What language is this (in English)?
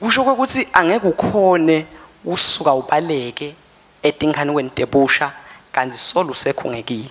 Swati